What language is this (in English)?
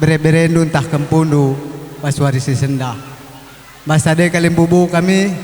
Batak Karo